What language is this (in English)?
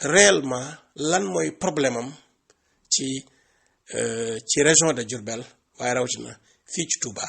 Wolof